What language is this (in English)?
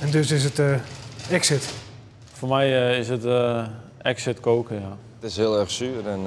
Western Frisian